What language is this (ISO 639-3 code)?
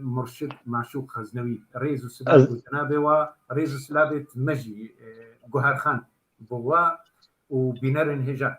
kur